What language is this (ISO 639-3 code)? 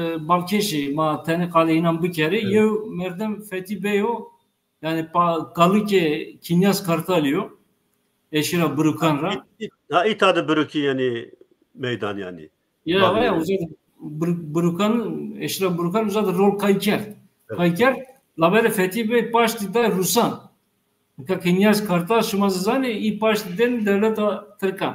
zza